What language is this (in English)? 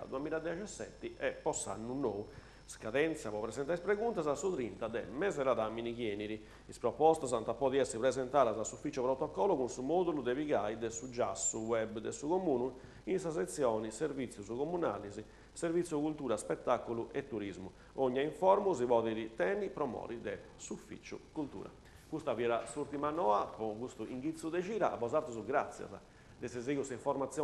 Sardinian